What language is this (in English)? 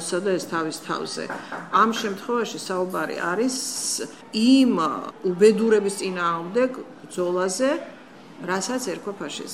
Georgian